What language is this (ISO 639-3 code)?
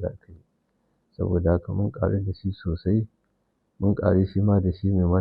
hau